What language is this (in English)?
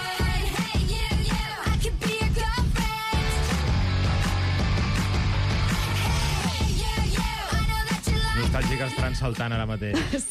Catalan